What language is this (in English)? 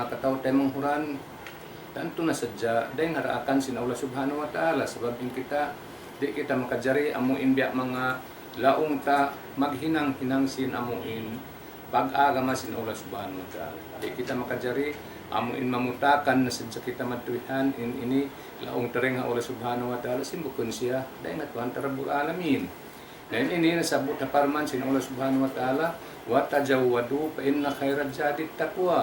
Tausug